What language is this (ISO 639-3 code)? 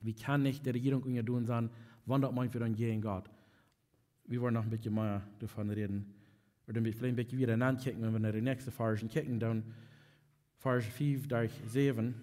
pdt